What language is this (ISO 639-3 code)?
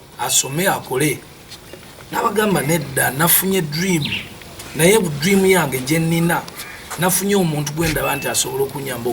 lug